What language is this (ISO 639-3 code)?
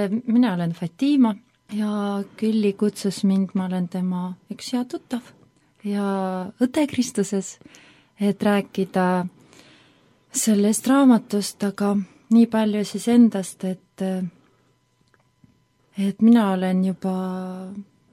est